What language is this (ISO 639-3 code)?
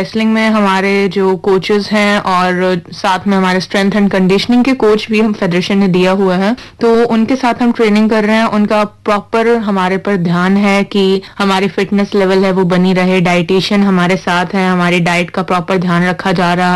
hin